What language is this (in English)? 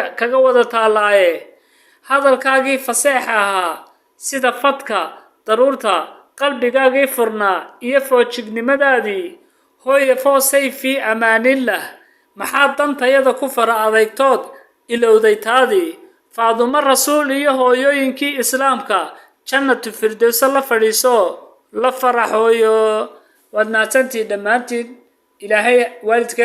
Somali